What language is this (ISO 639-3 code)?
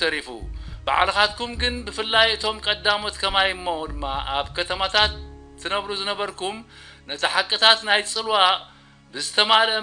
tir